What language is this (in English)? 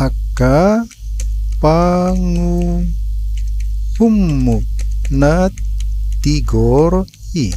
Batak Toba